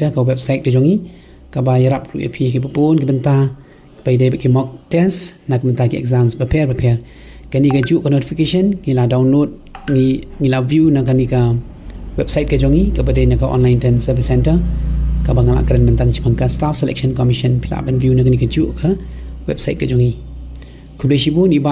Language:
Khasi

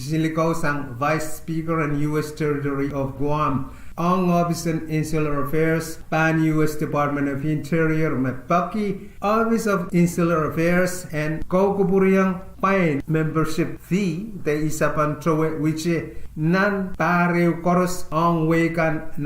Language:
Pohnpeian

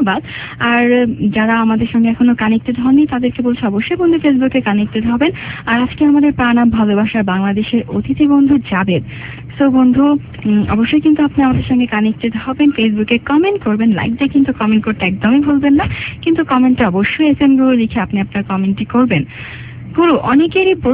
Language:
Bangla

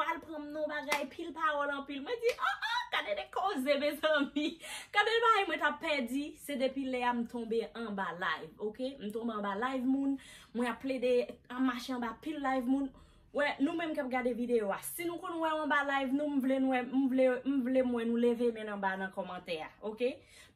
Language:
Haitian Creole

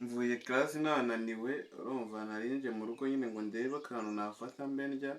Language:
Kinyarwanda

